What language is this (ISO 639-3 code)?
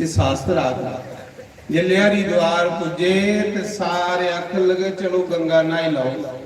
doi